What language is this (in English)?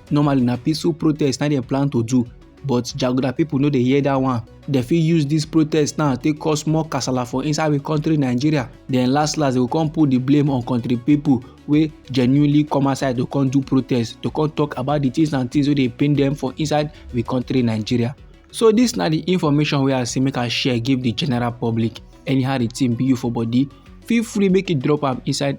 Nigerian Pidgin